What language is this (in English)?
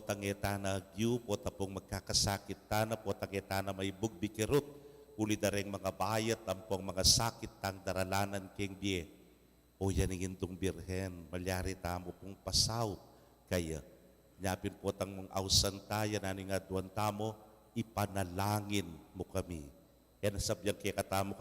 Pampanga